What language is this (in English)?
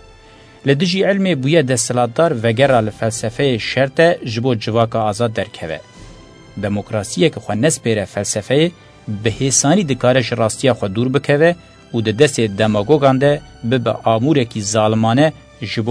Kurdish